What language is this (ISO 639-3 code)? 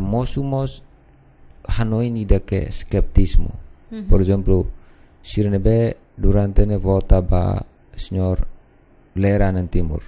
tet